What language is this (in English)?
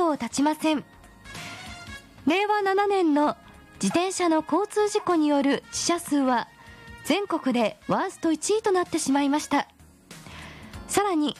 Japanese